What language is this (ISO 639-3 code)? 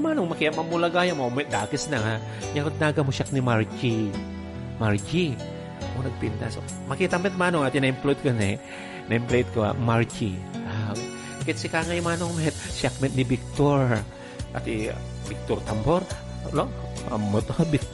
ilo